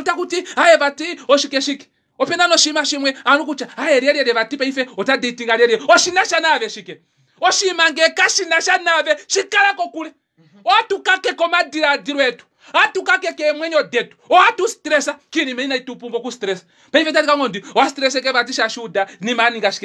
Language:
Kuanyama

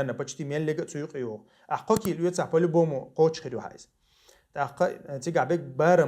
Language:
Chechen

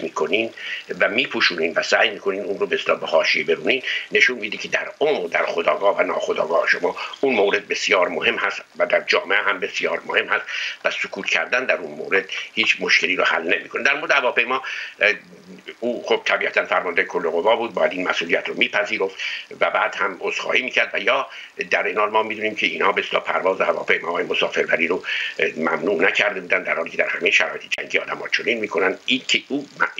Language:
Persian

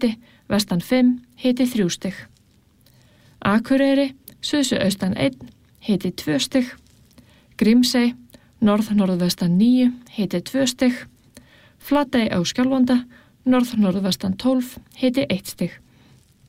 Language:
Icelandic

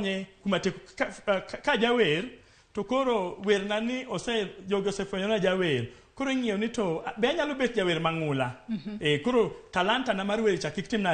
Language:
Luo (Kenya and Tanzania)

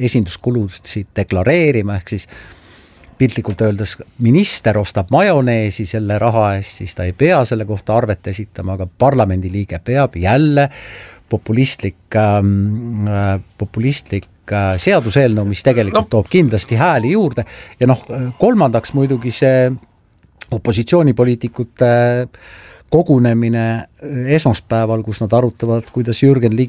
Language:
Estonian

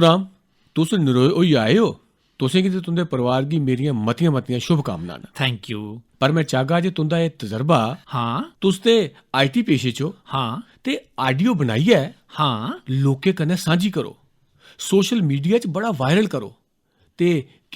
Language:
Dogri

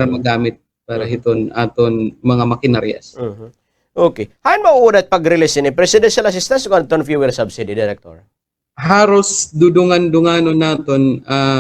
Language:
Waray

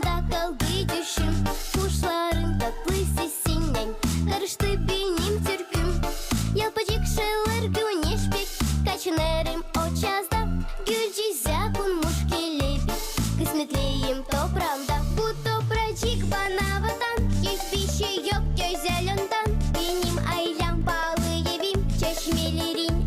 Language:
Gagauz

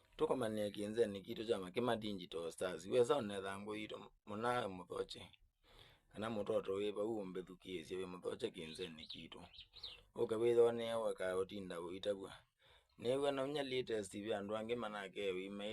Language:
Kamba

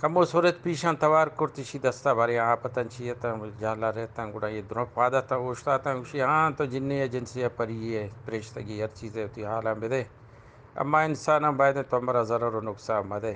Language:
Eastern Balochi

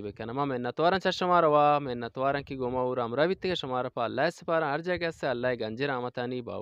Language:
Baluchi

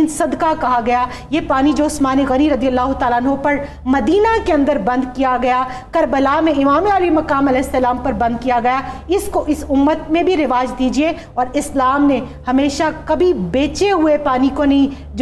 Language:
Urdu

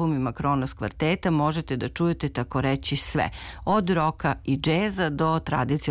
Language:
Serbian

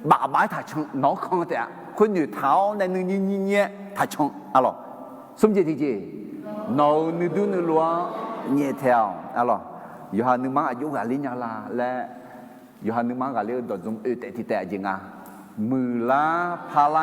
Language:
Akha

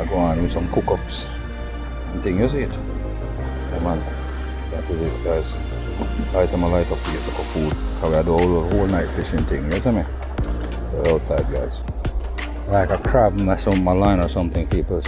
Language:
Jamaican Creole English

